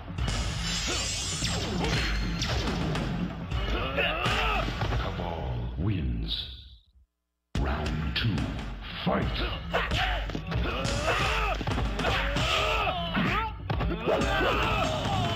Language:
English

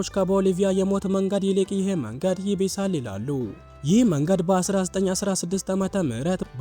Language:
Amharic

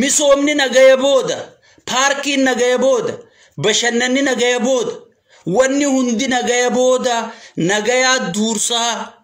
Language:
Oromo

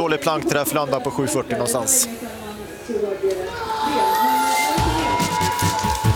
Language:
Swedish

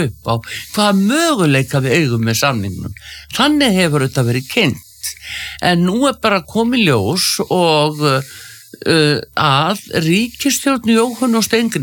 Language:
Icelandic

